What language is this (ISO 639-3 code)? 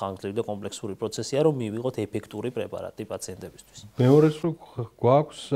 kat